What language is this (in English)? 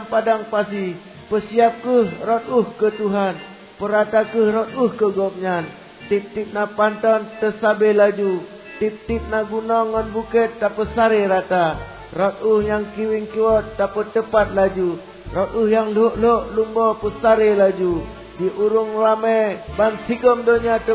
Achinese